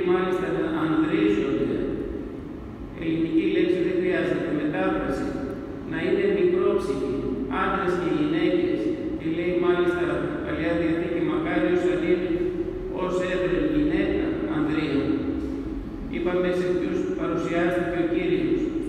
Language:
Greek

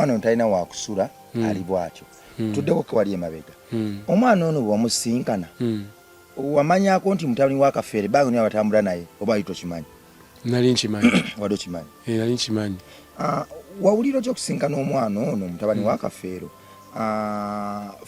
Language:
Ganda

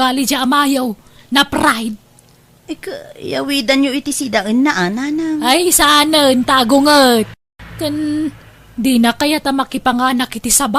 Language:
Iloko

